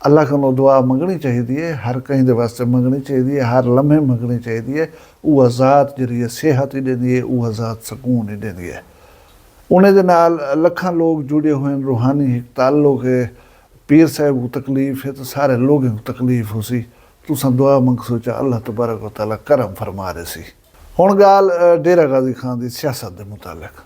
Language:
Saraiki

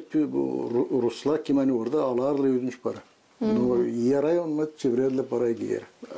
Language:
Gagauz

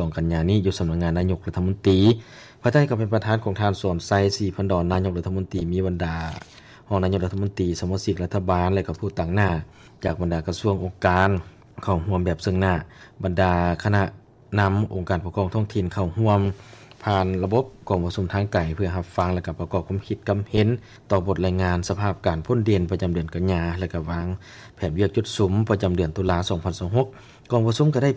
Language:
Lao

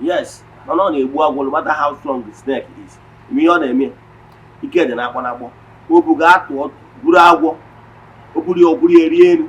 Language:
Igbo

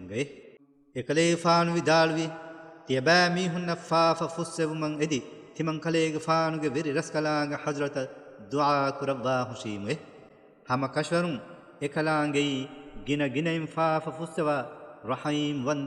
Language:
Divehi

